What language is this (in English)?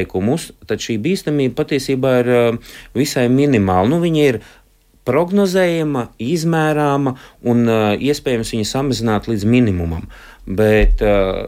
Latvian